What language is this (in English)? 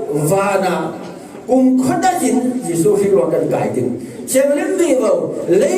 Falam Chin